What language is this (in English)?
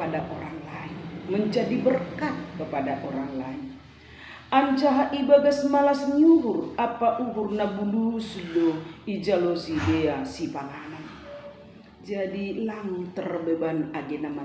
Batak Simalungun